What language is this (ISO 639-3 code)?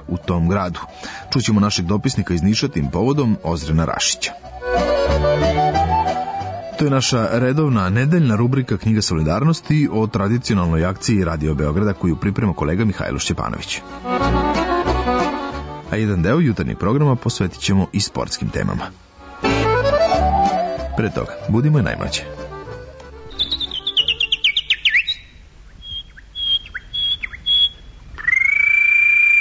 srp